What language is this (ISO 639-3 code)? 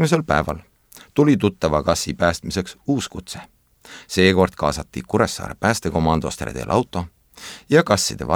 est